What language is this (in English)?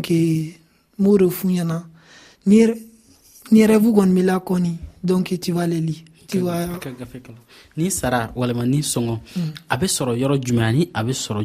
Dyula